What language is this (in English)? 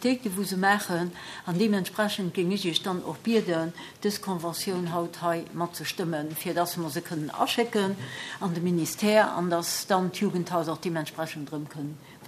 Luxembourgish